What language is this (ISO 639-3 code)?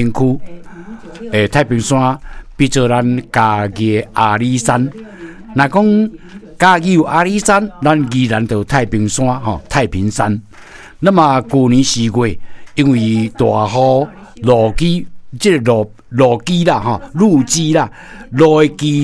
nan